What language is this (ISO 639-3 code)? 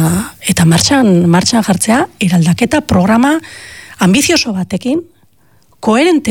eus